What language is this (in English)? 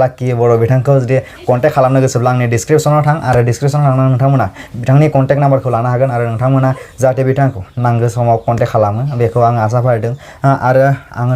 Bodo